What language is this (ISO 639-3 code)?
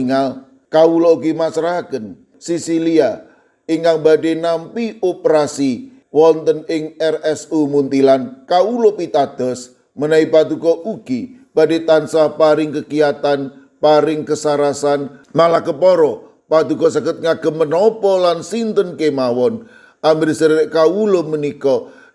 jav